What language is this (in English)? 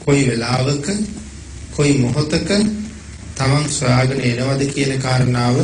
Sinhala